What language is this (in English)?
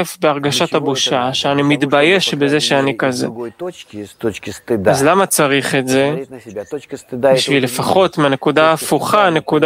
Hebrew